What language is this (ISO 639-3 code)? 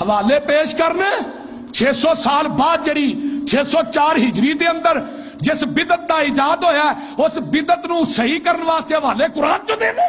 lah